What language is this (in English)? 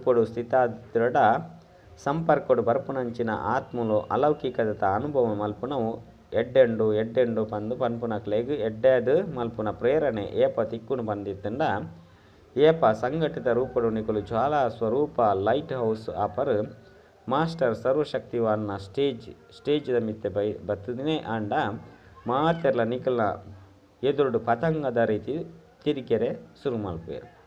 Tulu